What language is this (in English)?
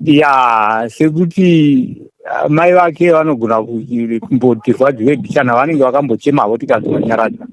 Shona